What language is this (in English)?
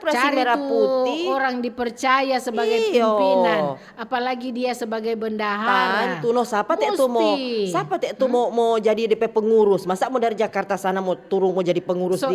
Manado Malay